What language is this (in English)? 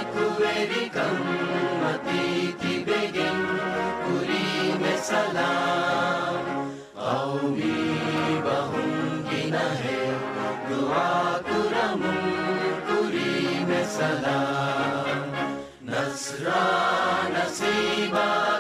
Divehi